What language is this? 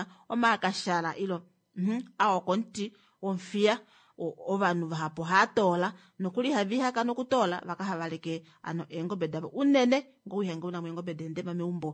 Kuanyama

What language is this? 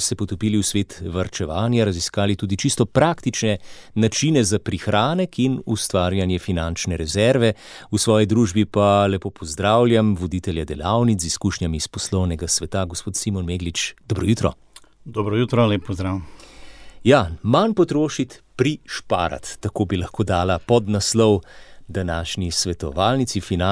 Slovenian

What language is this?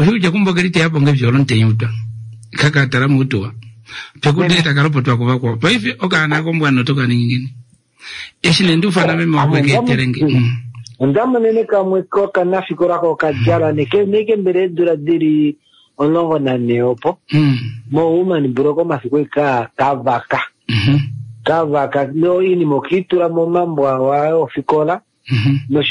Kuanyama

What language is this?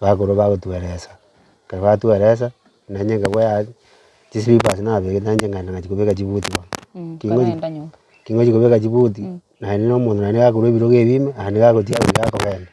Gusii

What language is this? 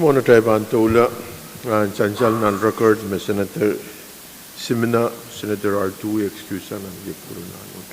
Pohnpeian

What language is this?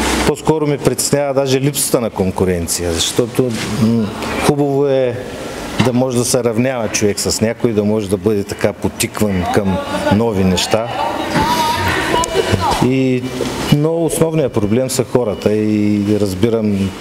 Bulgarian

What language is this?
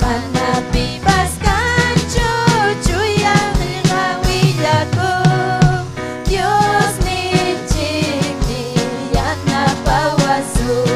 Ayacucho Quechua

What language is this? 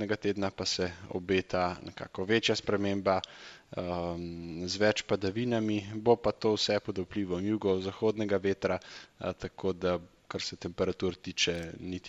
Slovenian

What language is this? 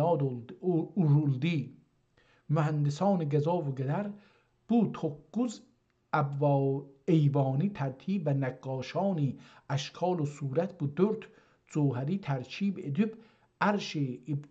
South Azerbaijani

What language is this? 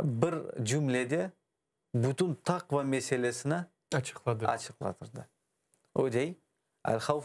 Crimean Tatar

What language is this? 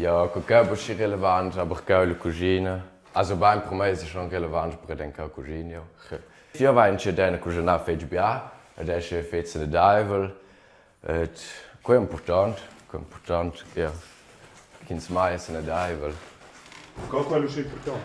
Romansh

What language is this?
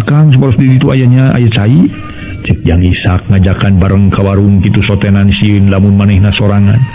Sundanese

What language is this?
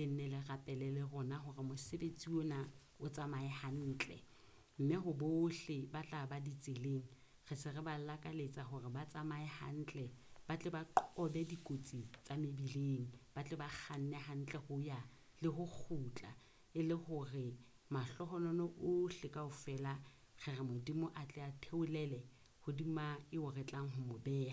Southern Sotho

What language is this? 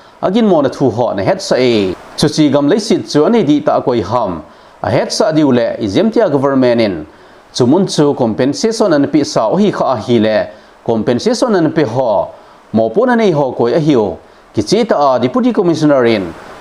Thado Chin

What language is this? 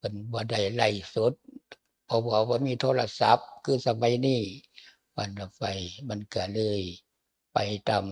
Lao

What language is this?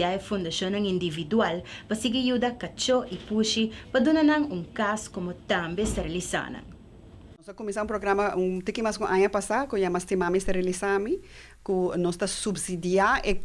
Papiamento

